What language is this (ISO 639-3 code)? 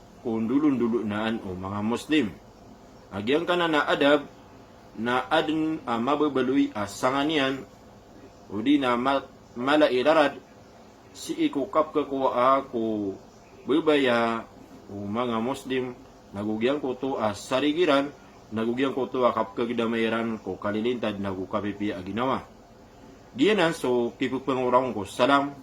mrw